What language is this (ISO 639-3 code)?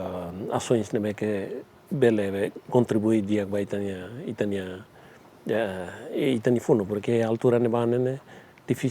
tet